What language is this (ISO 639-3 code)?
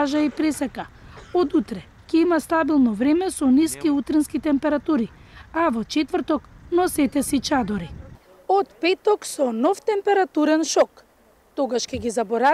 mkd